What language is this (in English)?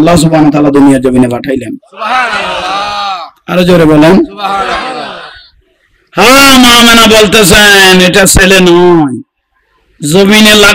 Bangla